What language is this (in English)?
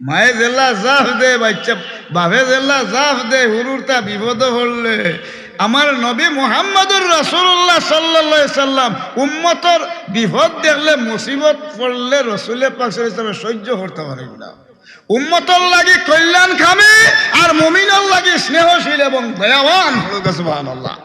Sylheti